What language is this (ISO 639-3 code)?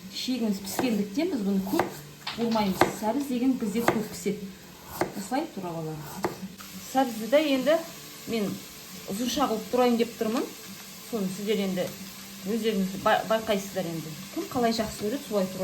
kaz